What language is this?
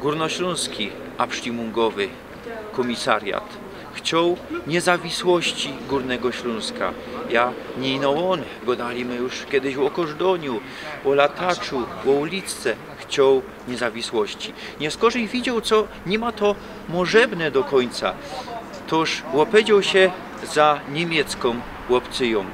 Silesian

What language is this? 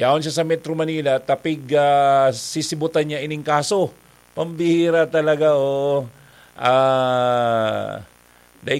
Bikol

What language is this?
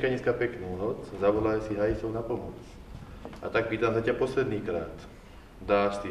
Slovak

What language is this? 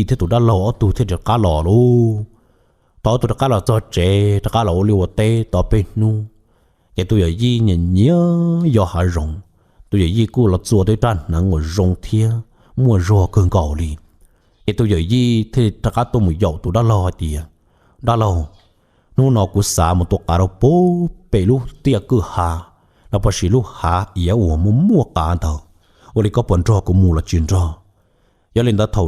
Hmong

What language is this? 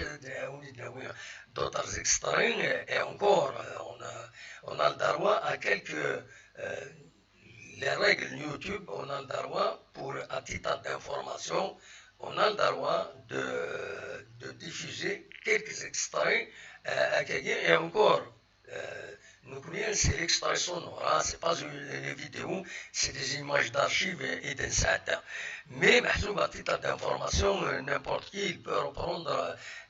Kabyle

